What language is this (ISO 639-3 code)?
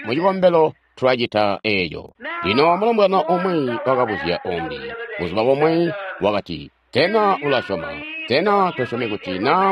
toi